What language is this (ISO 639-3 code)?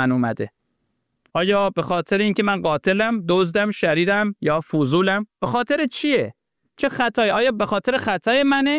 fas